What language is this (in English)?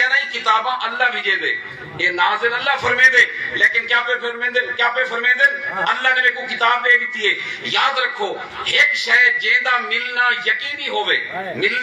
Saraiki